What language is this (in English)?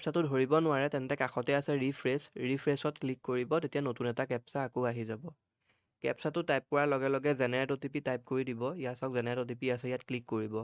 Assamese